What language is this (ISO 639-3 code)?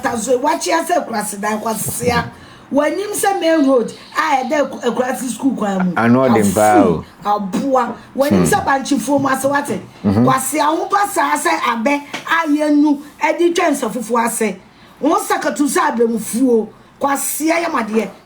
aka